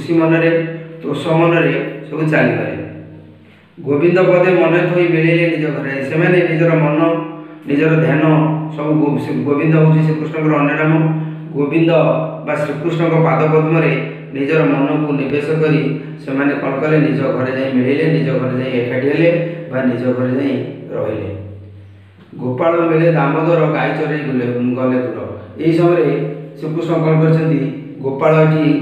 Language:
Odia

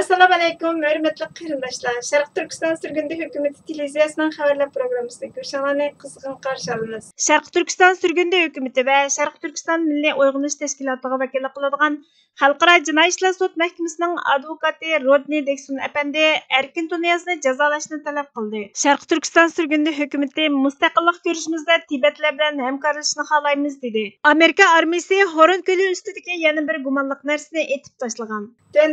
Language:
Uyghur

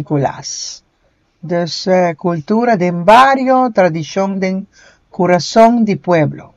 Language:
Papiamento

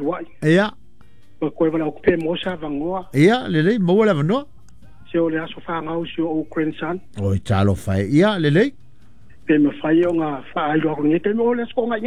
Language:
Samoan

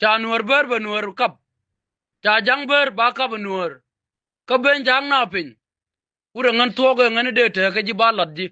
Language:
Nuer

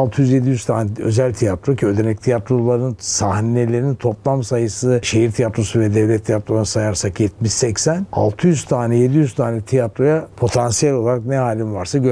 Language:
Turkish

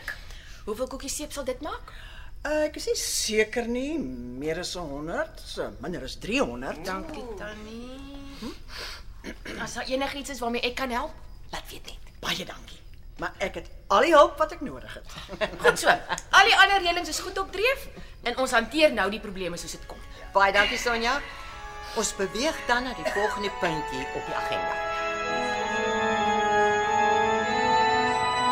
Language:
Afrikaans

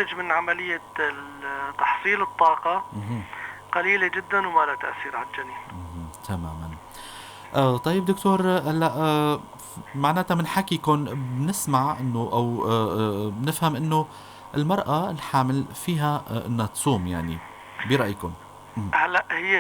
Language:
North Levantine Arabic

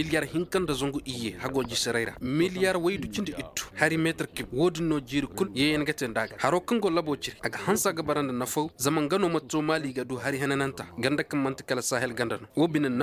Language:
Koyraboro Senni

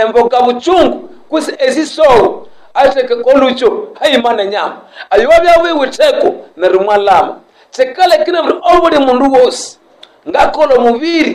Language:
Nande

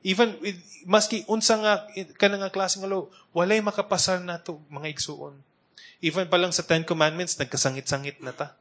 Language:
Cebuano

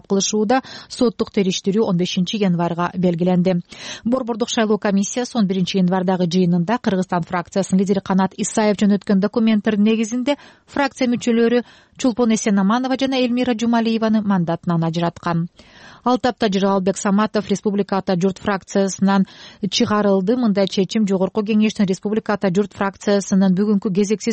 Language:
Kyrgyz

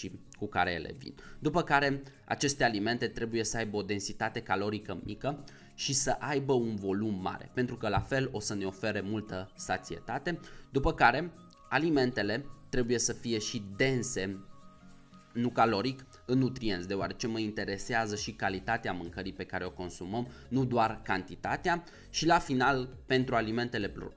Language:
Romanian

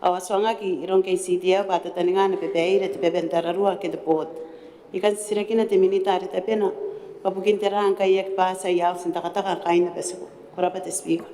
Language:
Gilbertese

